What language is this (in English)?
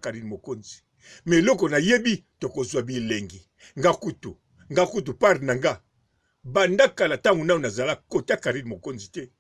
Lingala